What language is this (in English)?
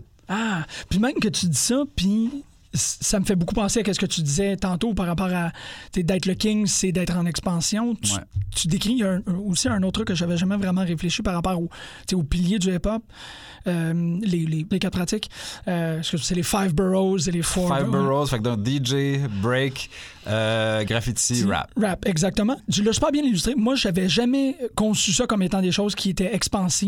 French